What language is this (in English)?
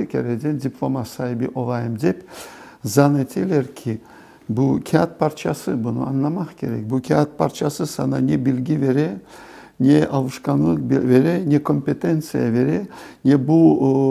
Crimean Tatar